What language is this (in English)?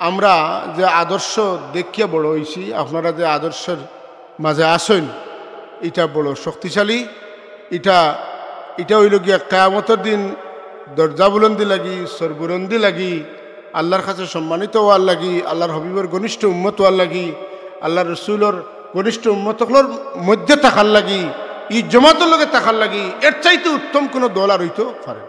Sylheti